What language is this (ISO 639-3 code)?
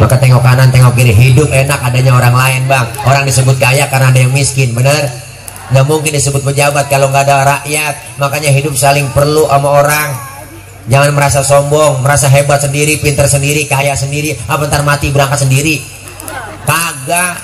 bew